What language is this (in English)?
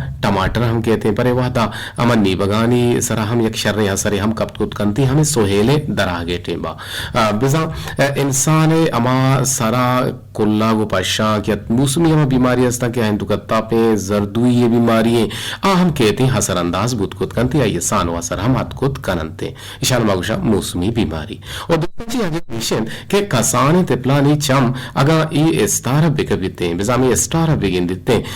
Eastern Balochi